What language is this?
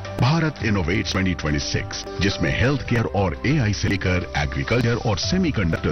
Hindi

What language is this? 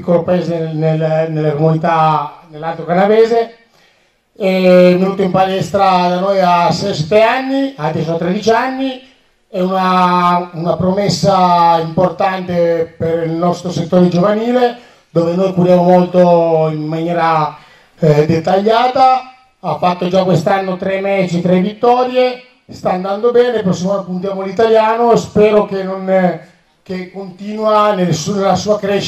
Italian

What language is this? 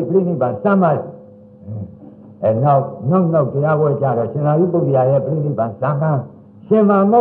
Burmese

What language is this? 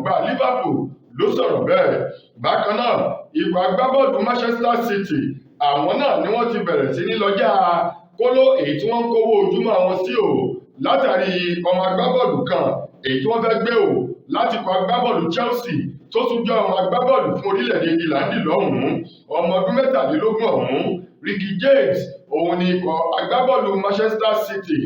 Yoruba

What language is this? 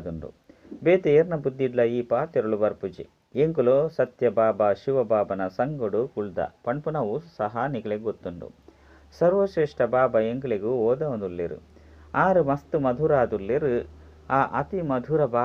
Tulu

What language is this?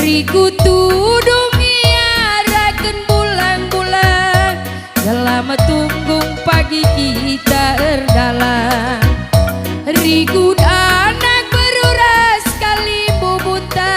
Batak Karo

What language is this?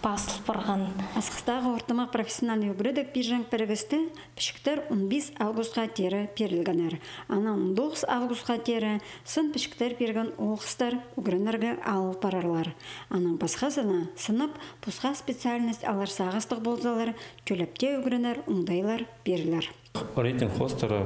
Khakas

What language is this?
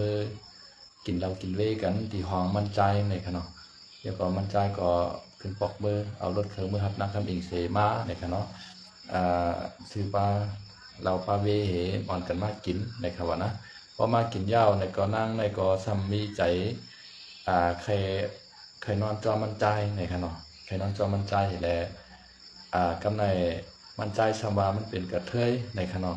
Shan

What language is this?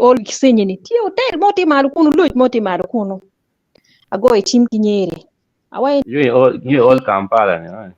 Acoli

